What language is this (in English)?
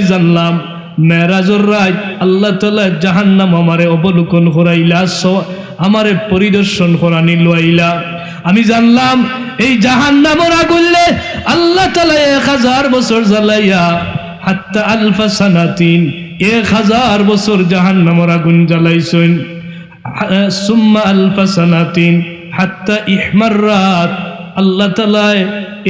Sylheti